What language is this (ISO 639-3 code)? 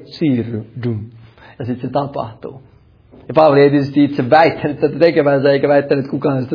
fin